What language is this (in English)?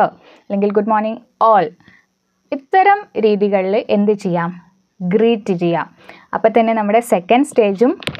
Malayalam